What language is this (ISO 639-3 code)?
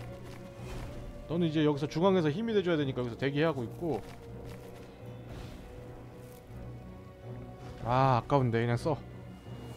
kor